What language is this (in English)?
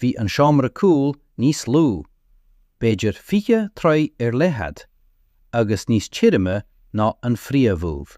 Irish